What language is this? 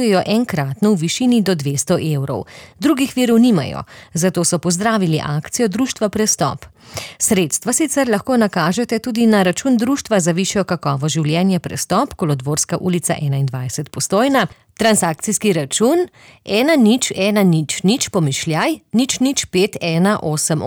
Slovenian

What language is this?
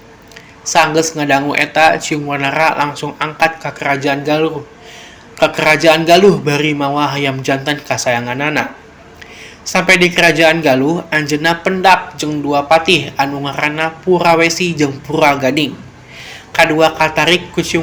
Sundanese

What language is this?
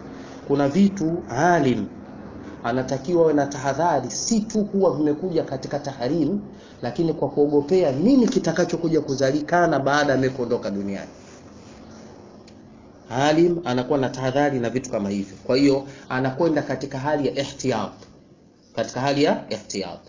Swahili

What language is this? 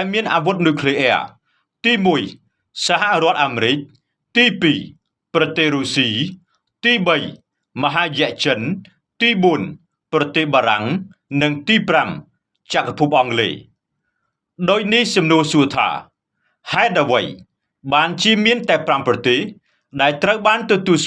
Khmer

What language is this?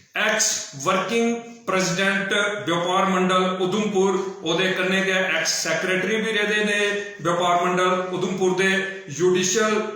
Dogri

